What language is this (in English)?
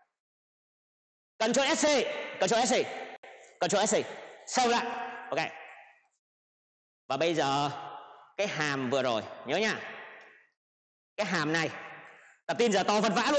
Vietnamese